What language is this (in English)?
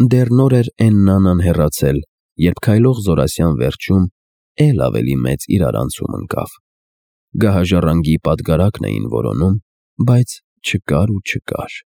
Armenian